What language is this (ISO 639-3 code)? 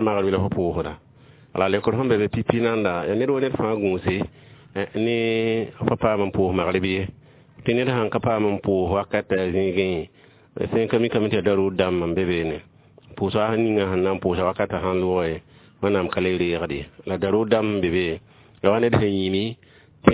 mos